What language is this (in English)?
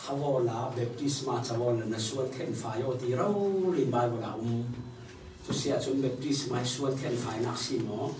Falam Chin